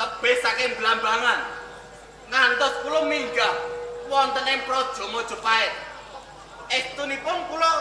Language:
Javanese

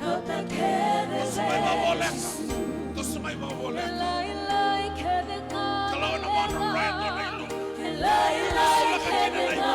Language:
Fijian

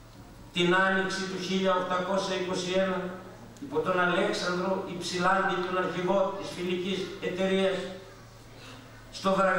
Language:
Greek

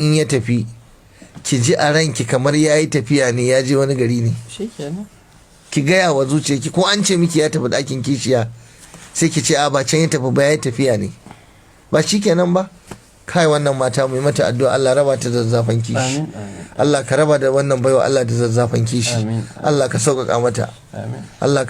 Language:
Hausa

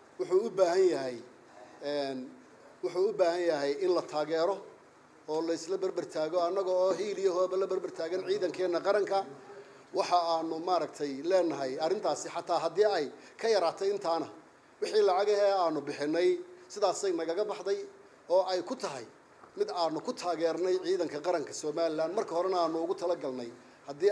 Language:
Somali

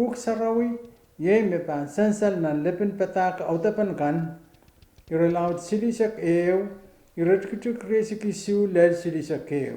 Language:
Pohnpeian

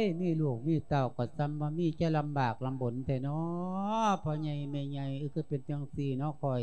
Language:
Lao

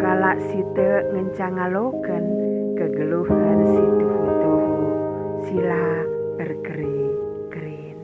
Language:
Batak Karo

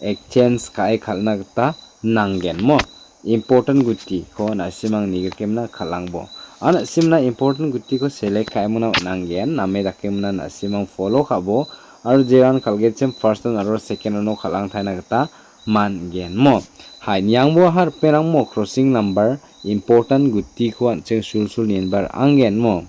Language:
Garo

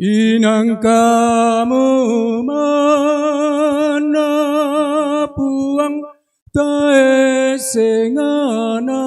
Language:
Toraja-Sa'dan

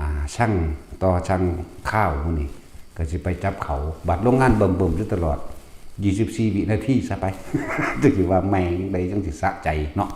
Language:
Northeastern Thai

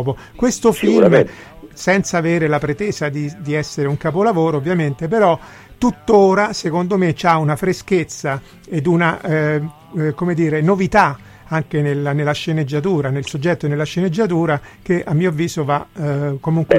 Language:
Italian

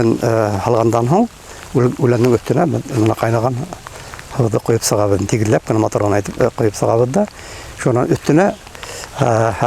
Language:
Bashkir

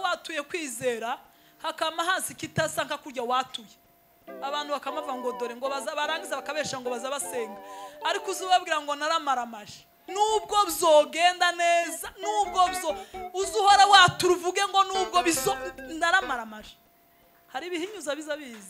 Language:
Kinyarwanda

